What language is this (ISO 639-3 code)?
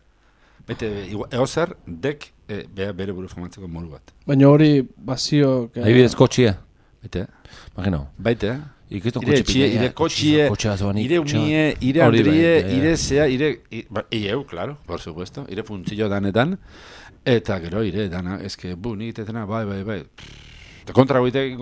eus